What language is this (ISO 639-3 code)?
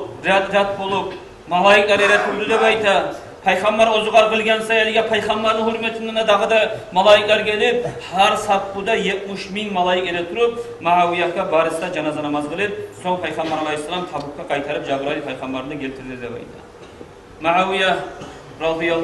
kum